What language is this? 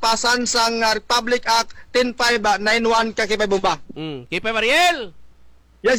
Hiligaynon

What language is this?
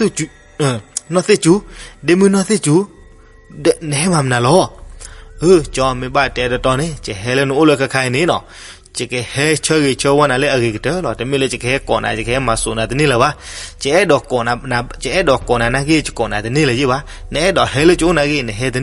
S'gaw Karen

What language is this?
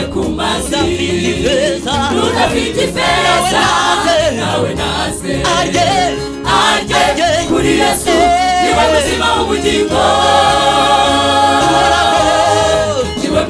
Kinyarwanda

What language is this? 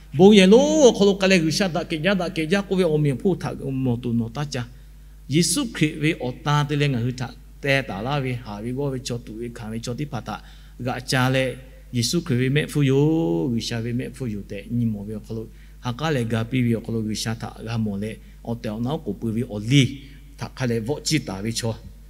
Lahu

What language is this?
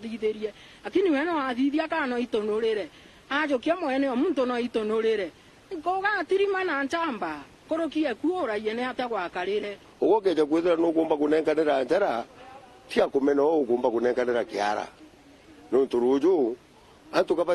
Meru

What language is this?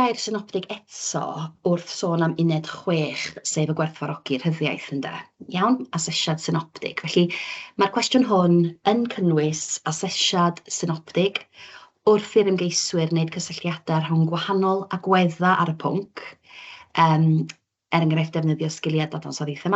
Welsh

